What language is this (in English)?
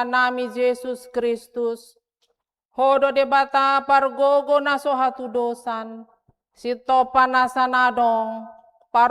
Batak Toba